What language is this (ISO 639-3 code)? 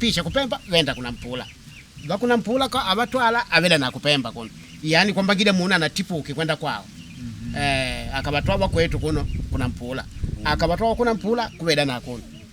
kde